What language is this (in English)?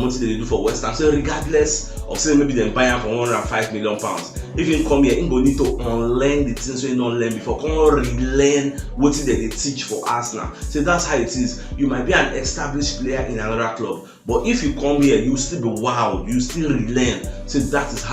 Nigerian Pidgin